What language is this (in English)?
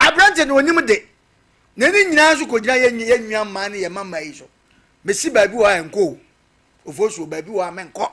Akan